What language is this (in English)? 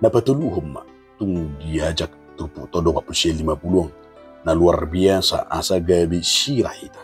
Batak Toba